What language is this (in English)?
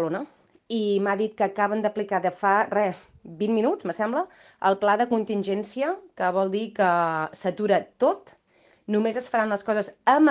Catalan